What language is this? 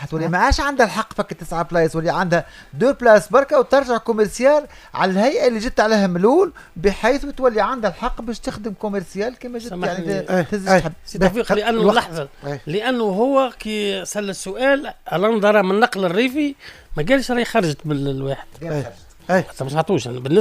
Tunisian Arabic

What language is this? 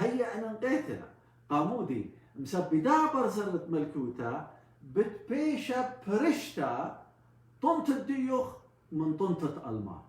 Assyrian Neo-Aramaic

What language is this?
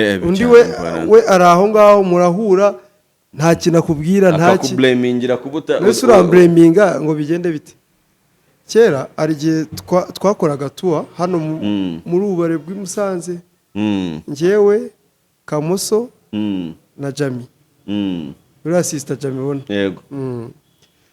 Kinyarwanda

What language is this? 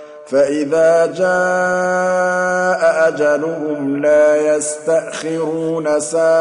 Arabic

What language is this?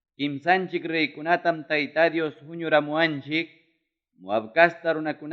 Ayacucho Quechua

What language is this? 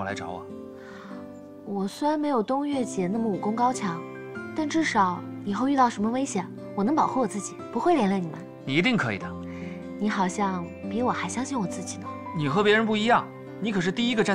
Chinese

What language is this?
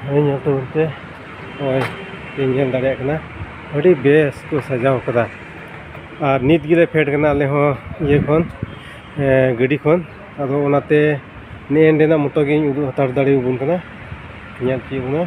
Santali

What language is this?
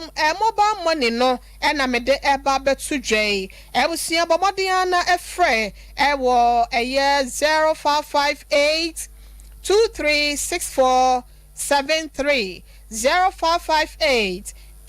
Akan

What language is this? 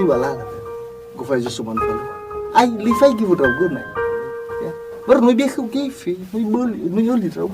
Nias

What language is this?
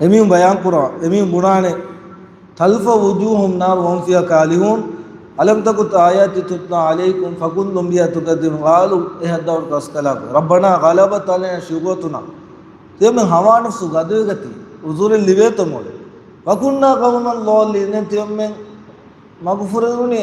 Divehi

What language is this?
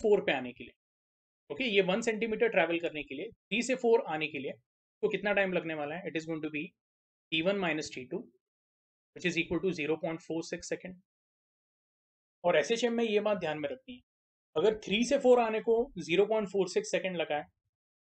Hindi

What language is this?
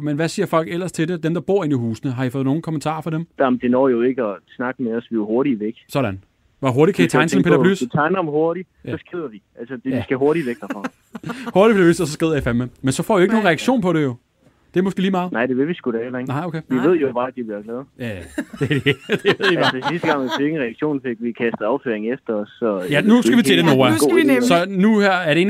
Danish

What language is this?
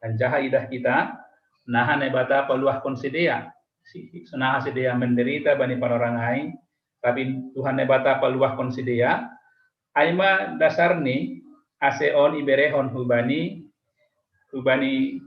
Batak Simalungun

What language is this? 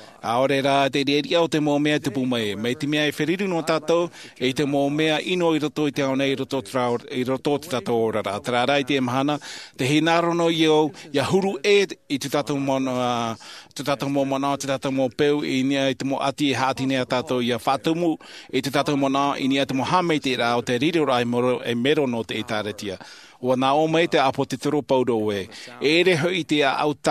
Tahitian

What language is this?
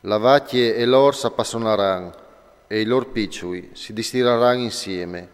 Friulian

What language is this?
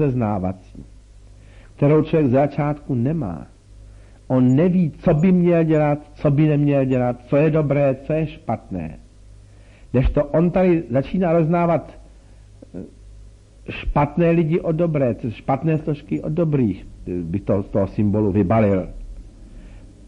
Czech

